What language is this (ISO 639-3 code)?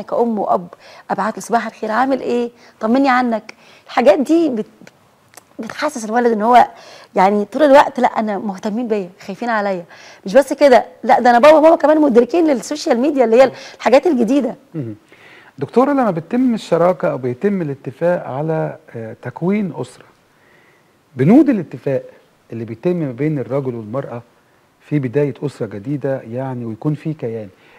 arz